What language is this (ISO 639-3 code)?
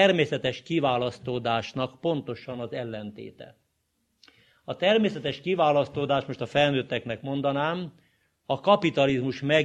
hun